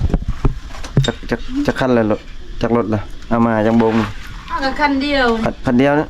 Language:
Lao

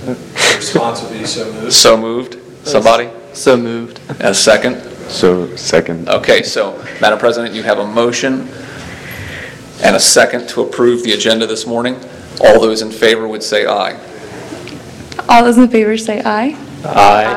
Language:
English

